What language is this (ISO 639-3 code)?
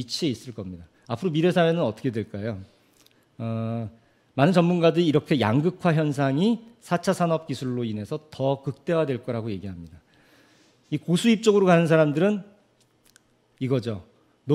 kor